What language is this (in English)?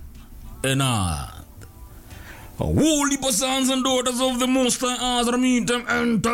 Swahili